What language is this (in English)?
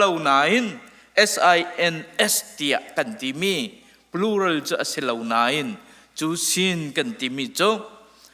Hakha Chin